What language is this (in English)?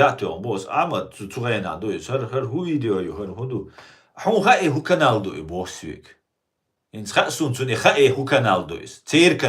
Chechen